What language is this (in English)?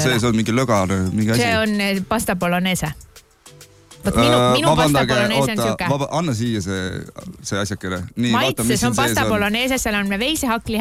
Estonian